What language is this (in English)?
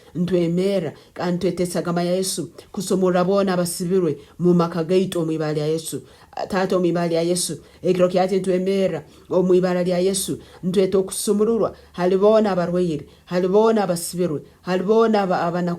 Nyankole